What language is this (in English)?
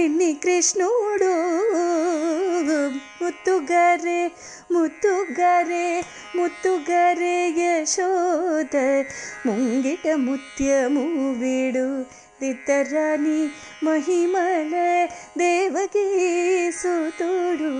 Telugu